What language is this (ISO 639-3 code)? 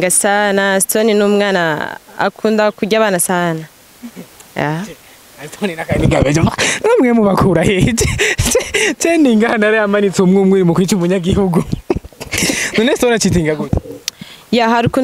run